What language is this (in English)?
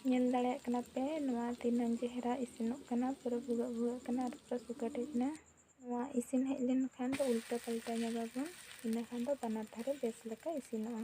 Santali